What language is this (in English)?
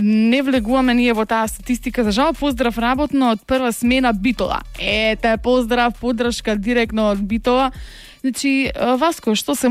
Macedonian